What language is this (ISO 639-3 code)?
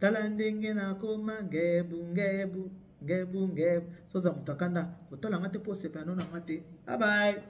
lin